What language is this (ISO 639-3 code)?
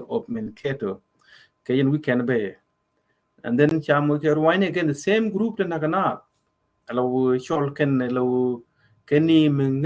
nus